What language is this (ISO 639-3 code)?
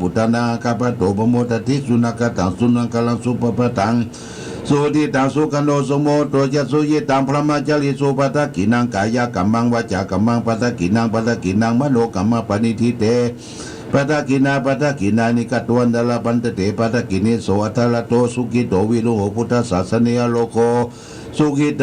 pli